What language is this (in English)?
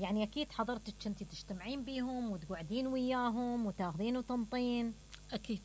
Mesopotamian Arabic